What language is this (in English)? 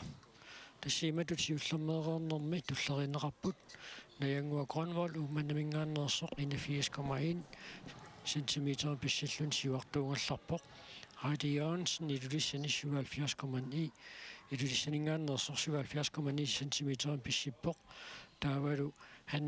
Kalaallisut